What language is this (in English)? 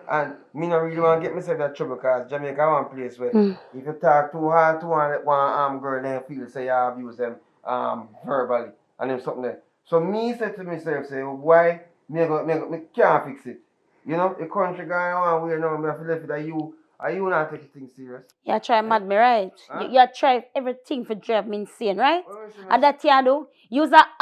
Jamaican Creole English